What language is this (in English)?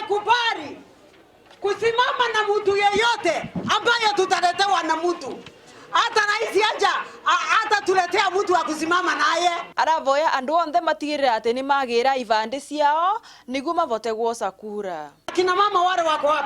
Meru